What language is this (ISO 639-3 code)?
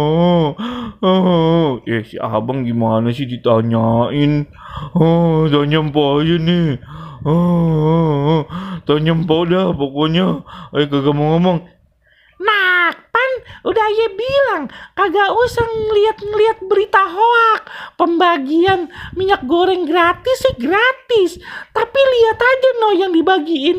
bew